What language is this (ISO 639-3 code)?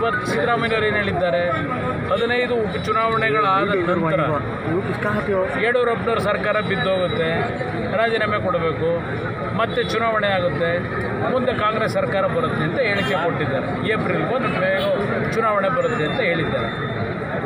kan